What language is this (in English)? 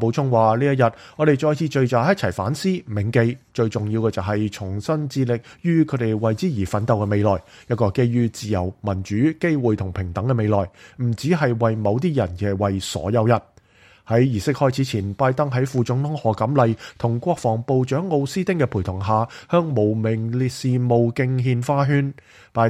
Cantonese